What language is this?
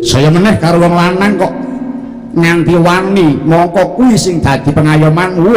Javanese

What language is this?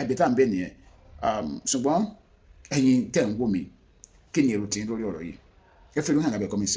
Yoruba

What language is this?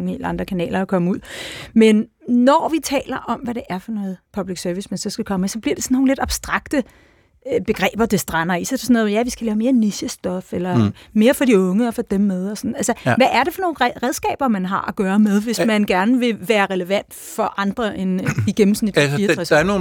Danish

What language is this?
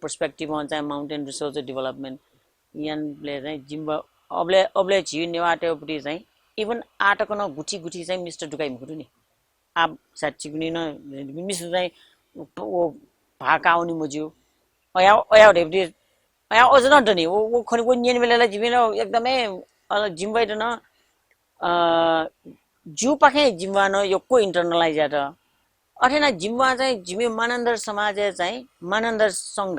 Newari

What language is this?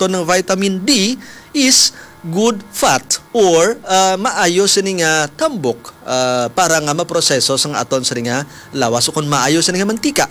Hiligaynon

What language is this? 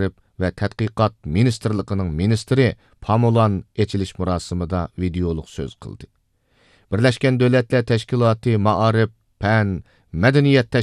Uyghur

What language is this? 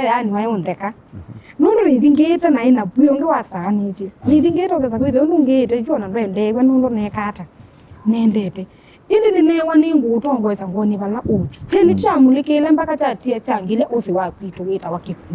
Kamba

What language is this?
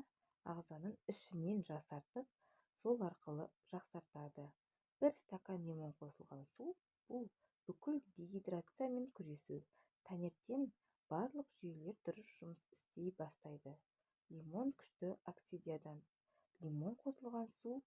Kazakh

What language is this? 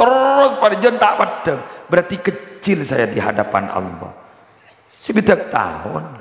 Madurese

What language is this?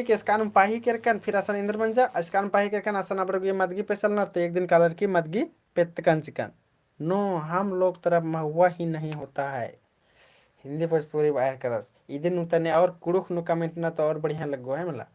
Kurukh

